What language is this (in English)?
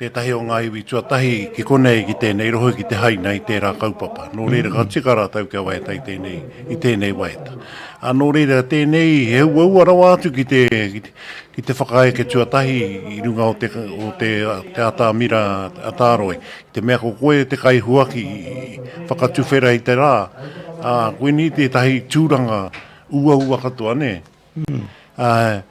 Māori